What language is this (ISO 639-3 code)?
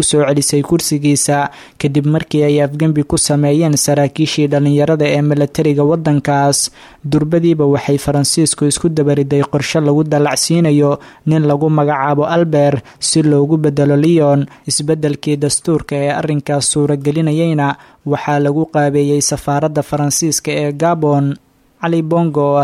som